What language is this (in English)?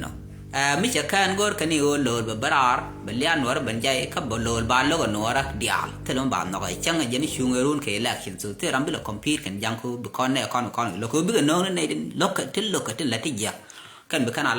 Nuer